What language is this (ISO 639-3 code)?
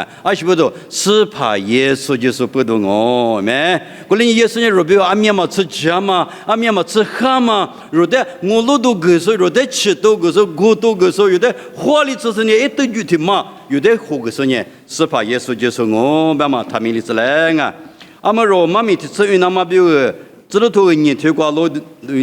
lis